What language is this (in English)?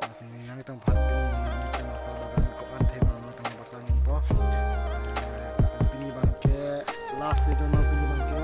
Karbi